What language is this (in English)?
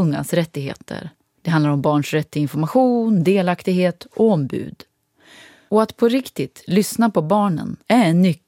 Swedish